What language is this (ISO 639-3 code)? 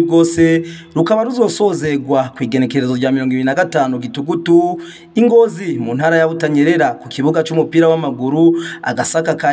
run